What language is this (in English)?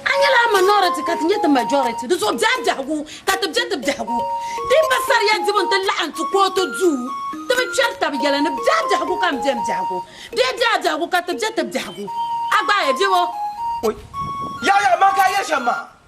Dagbani